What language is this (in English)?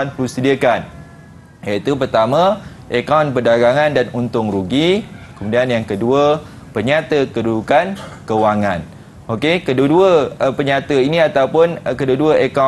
Malay